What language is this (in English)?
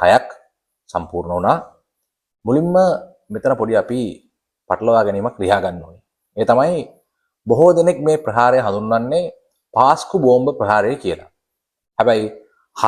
Sinhala